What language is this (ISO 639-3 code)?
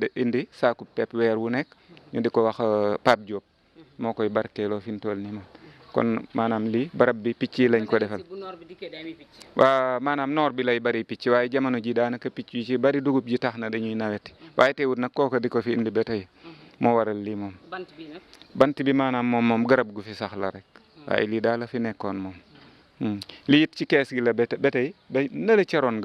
wol